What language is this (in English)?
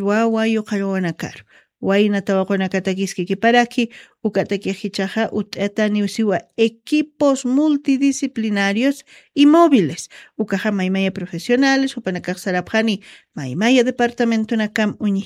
Aymara